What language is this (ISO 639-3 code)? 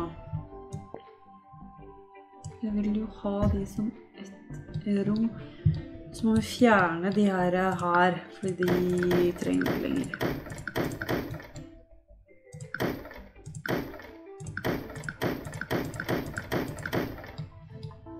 nor